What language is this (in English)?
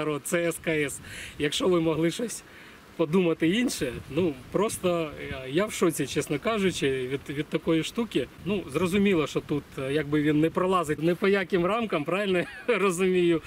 Ukrainian